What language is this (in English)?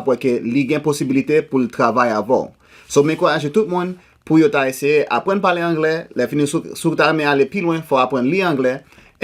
Haitian Creole